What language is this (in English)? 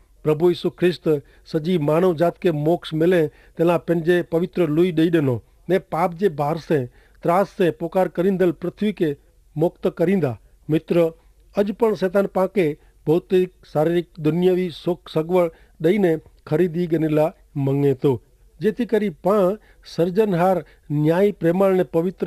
Kachhi